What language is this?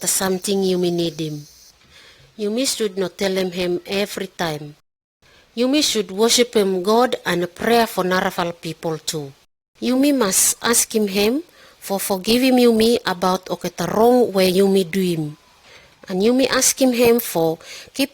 Pijin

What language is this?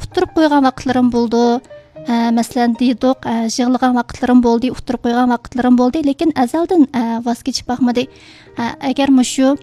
Uyghur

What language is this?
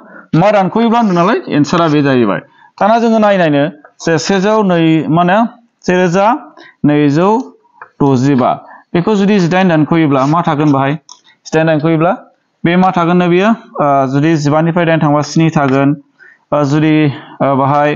Bodo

